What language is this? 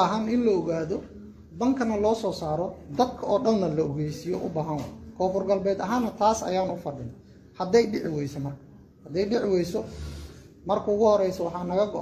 Somali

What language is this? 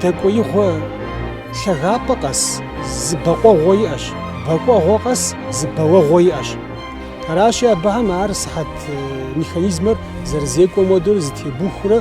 Kabardian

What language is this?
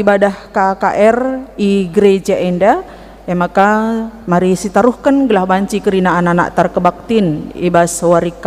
Batak Karo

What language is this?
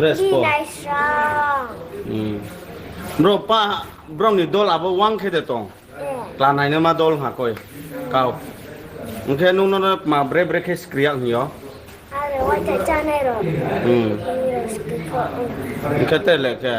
Riang (India)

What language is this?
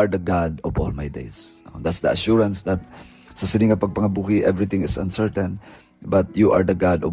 Hiligaynon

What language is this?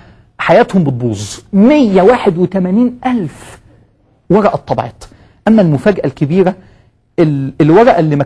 Egyptian Arabic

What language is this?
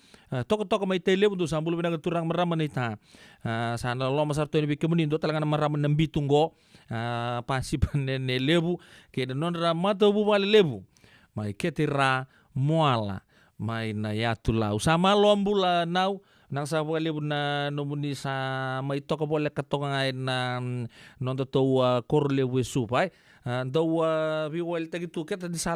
Fijian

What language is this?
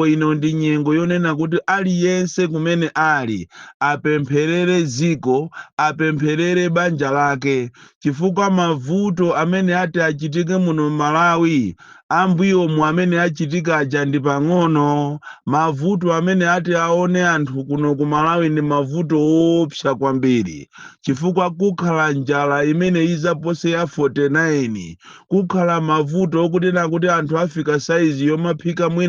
Nyanja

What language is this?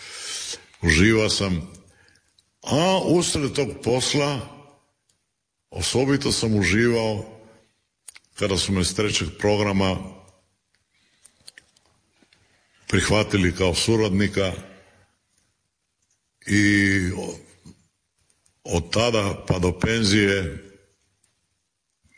Croatian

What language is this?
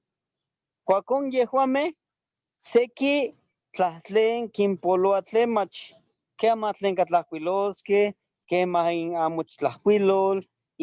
Eastern Huasteca Nahuatl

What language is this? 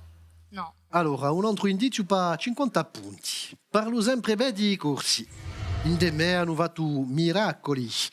Corsican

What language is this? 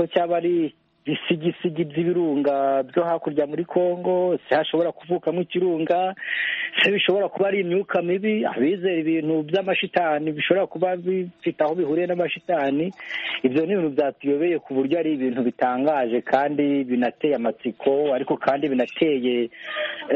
Kinyarwanda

